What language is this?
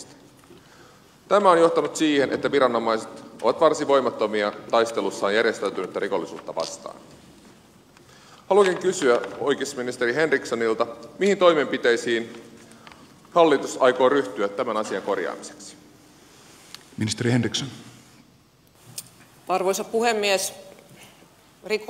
Finnish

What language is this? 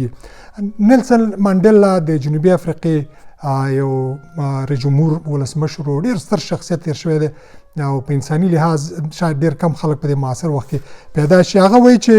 Pashto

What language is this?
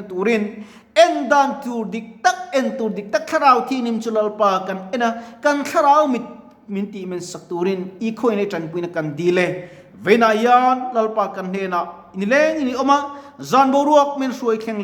Mizo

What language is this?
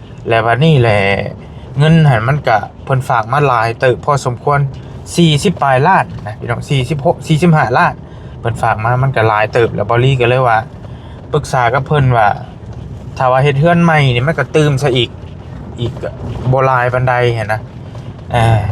Northeastern Thai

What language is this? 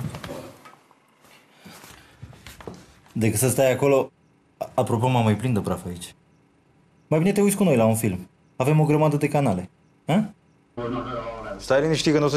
Romanian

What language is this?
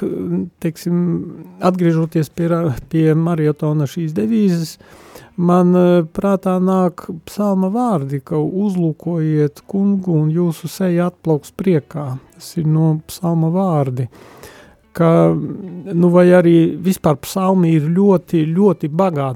Latvian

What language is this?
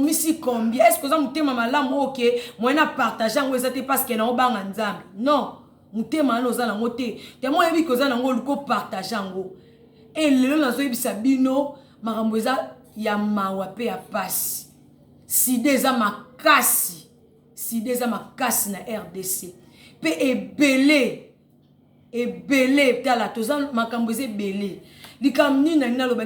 Lingala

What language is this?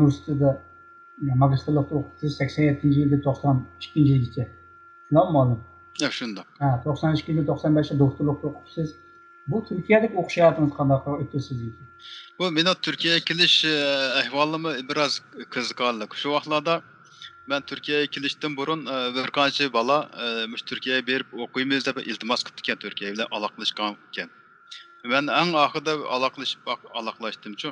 Uyghur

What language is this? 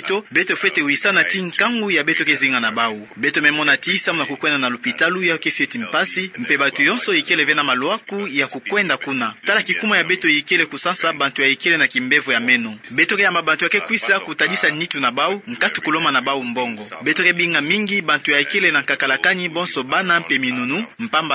Kituba (Democratic Republic of Congo)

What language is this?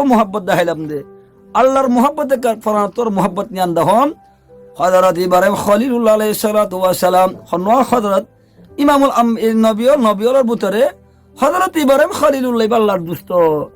Rohingya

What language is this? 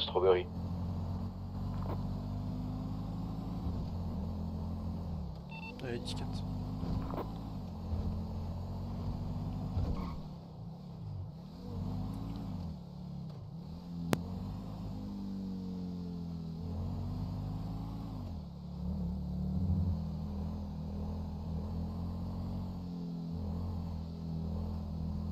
French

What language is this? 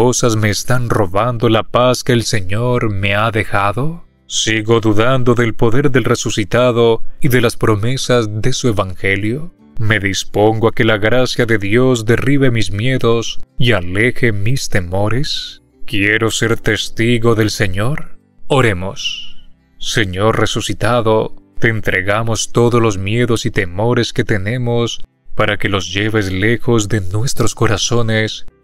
Spanish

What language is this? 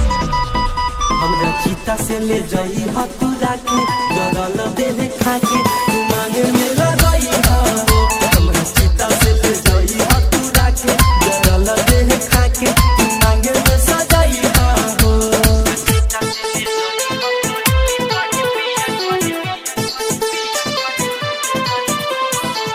Bhojpuri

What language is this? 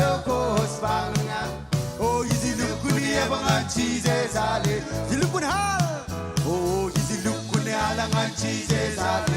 Marshallese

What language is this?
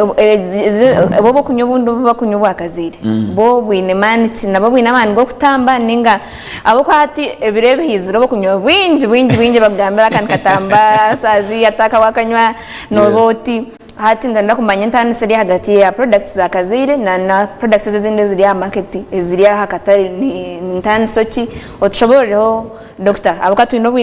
Nyankole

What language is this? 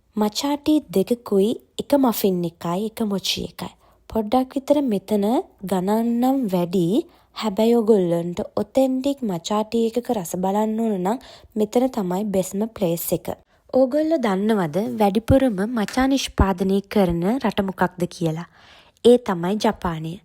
Sinhala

